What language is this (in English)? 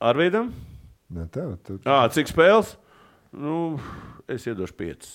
Latvian